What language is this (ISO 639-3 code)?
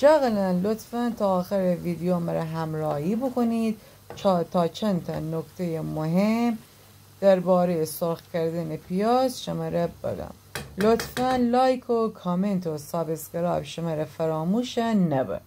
glk